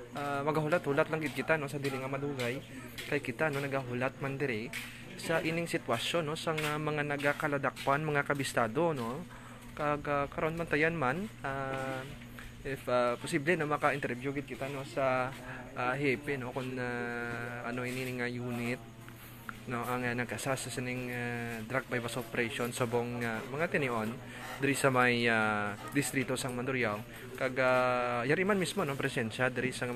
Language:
Hiligaynon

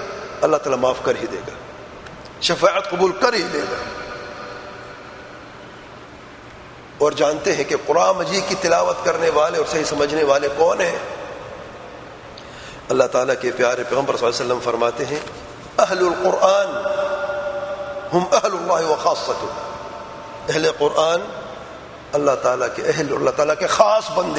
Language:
Urdu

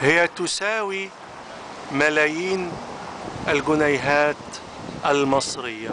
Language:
Egyptian Arabic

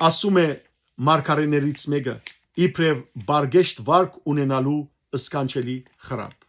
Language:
Western Armenian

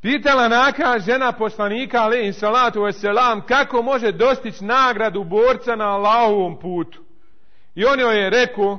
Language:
Bosnian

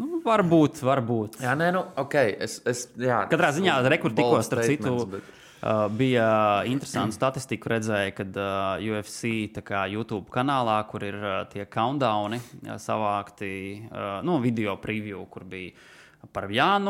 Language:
Latvian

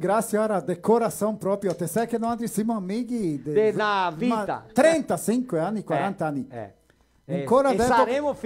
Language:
Venetian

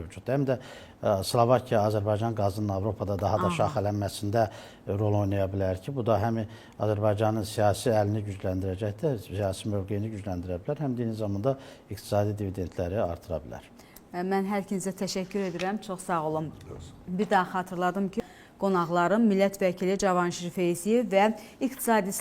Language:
Azerbaijani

